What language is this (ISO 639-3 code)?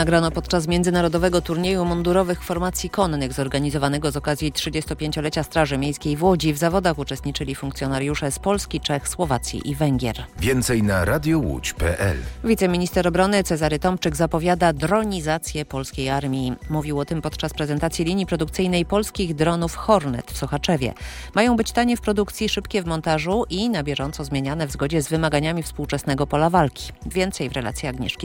pol